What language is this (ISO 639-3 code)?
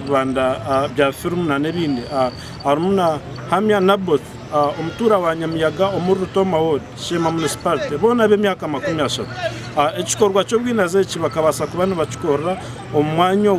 nyn